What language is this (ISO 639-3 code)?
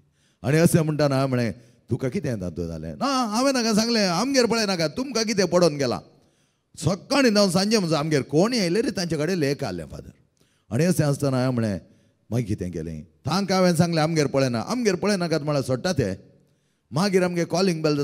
kok